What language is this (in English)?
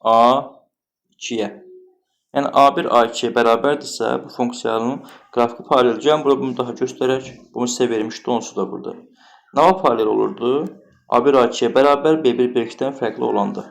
Azerbaijani